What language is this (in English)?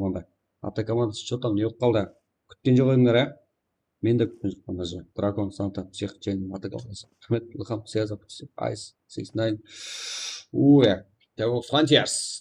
Kara-Kalpak